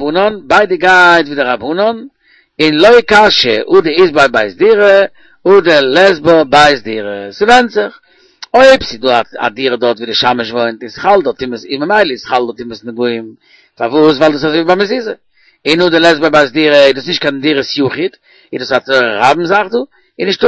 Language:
Yiddish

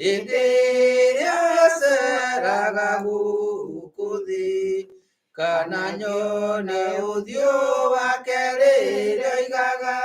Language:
Kikuyu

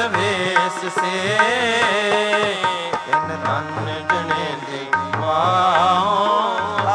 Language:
Punjabi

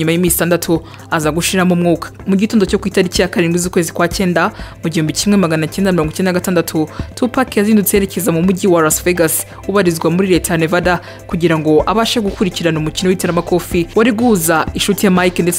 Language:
Kinyarwanda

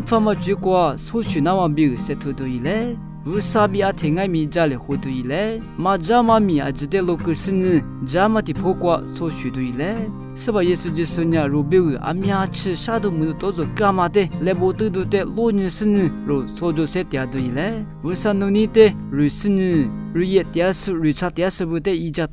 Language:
Lisu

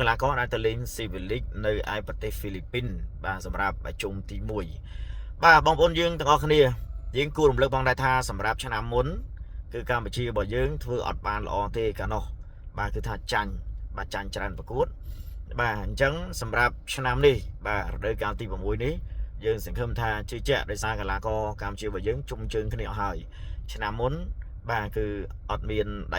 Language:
Khmer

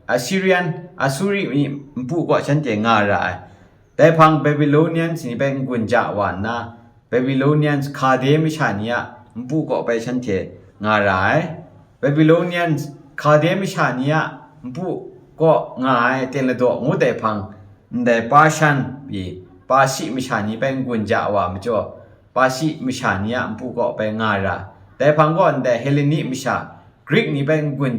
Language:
Kachin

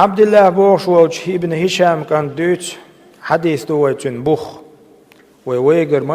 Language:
Chechen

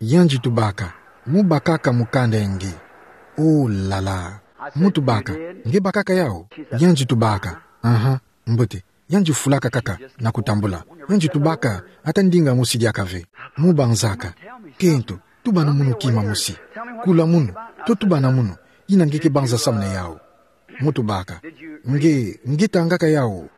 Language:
Kituba (Democratic Republic of Congo)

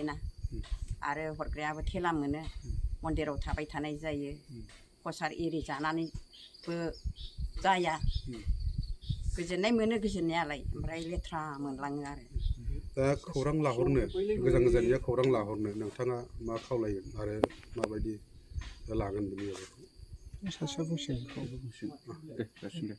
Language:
Bodo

